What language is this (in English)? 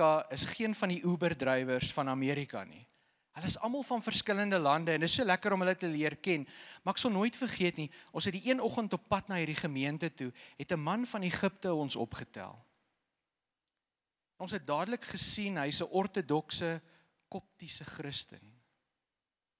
Afrikaans